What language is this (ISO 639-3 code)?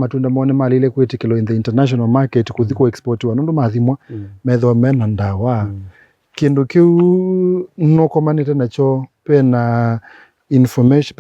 kam